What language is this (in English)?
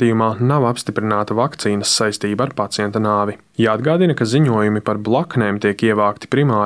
Latvian